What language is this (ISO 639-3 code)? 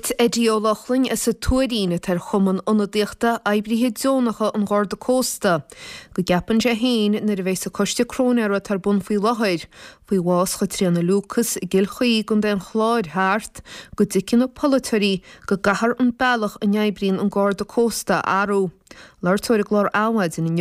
gle